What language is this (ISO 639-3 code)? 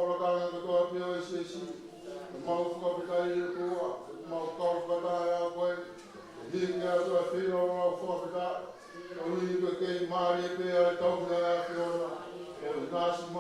ton